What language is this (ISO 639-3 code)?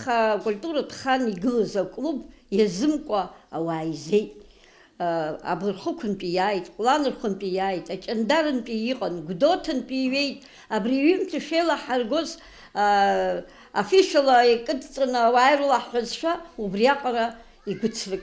abk